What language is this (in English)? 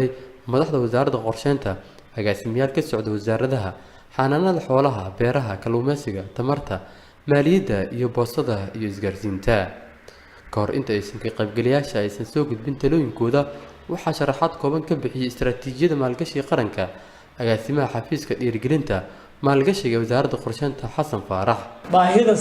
Somali